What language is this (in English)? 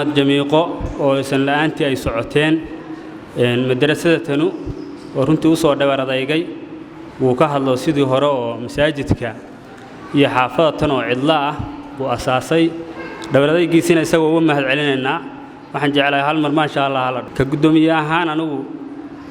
Somali